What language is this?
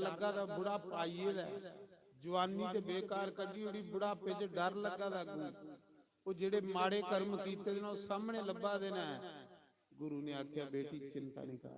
Dogri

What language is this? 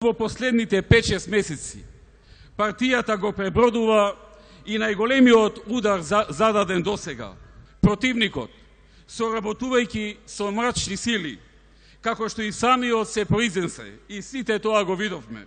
Macedonian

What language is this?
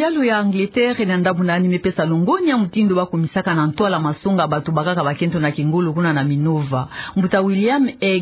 Kituba (Democratic Republic of Congo)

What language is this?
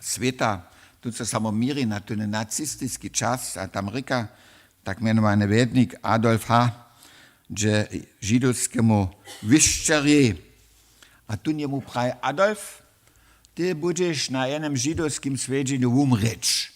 Upper Sorbian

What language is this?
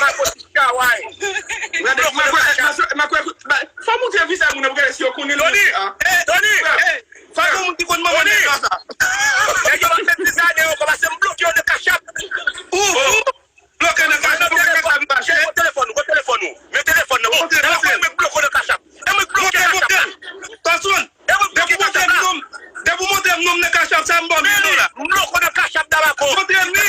Haitian Creole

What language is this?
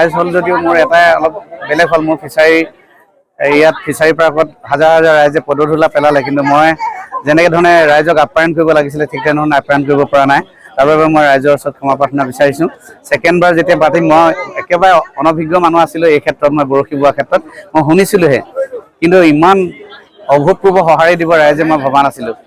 Assamese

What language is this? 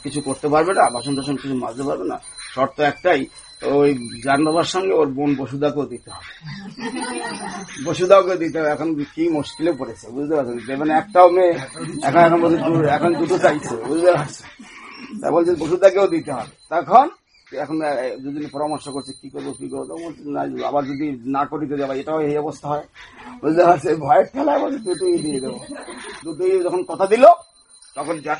Bangla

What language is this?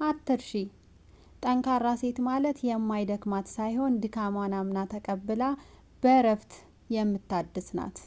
Amharic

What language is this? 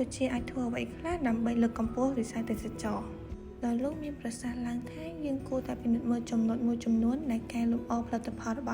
Khmer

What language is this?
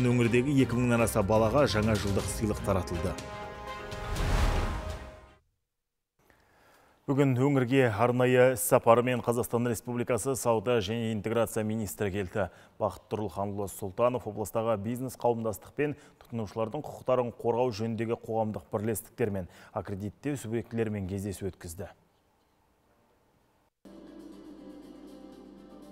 Kazakh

